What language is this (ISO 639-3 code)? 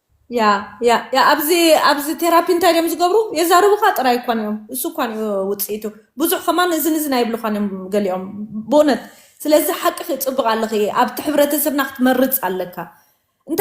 tir